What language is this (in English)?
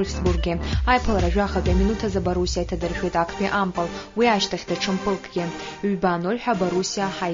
Abkhazian